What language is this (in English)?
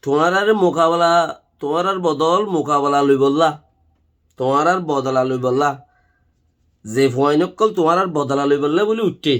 Rohingya